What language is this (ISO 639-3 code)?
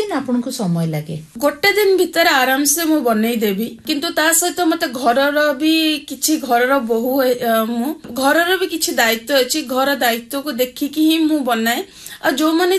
ori